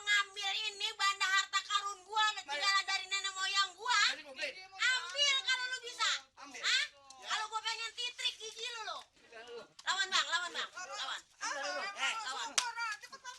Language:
Betawi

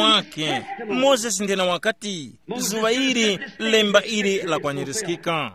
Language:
Tumbuka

